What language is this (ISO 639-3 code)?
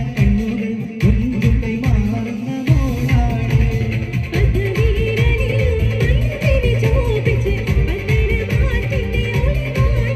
mal